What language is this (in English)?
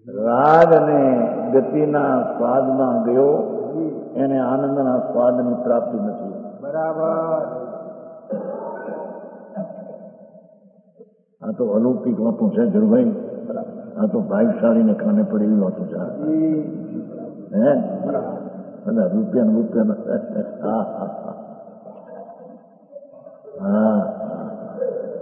Gujarati